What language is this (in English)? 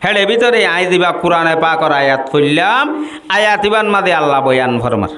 Rohingya